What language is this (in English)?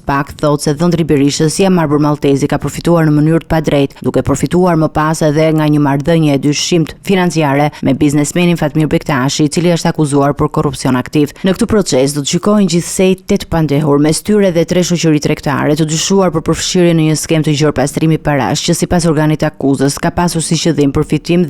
Albanian